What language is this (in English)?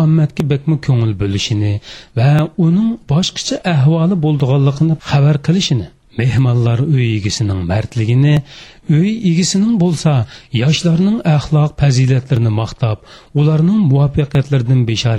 Uyghur